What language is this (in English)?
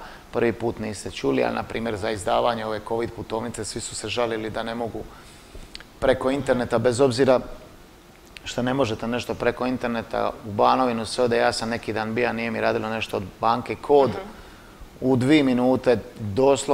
Croatian